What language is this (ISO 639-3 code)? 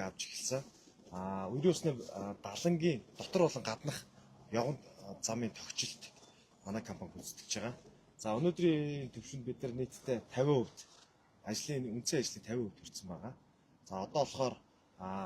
mon